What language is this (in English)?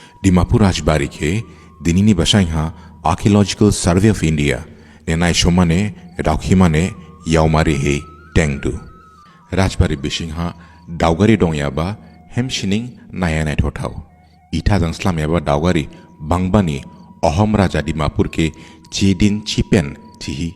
Dimasa